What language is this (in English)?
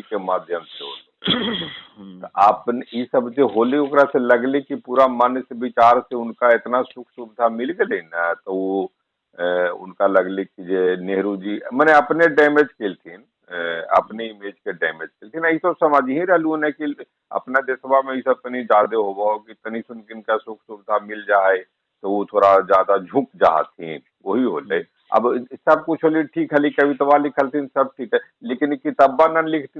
Magahi